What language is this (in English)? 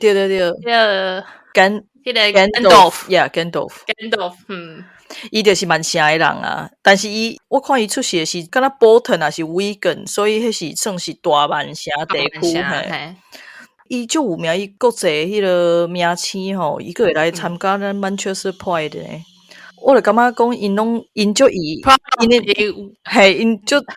Min Nan Chinese